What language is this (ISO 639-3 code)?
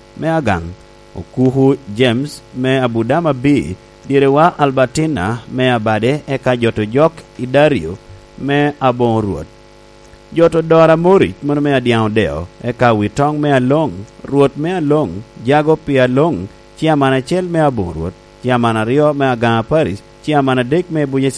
laj